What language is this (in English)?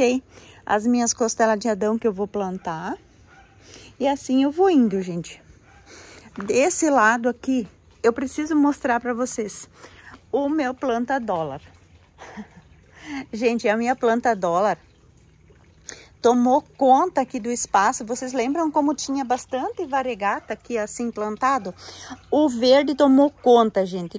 Portuguese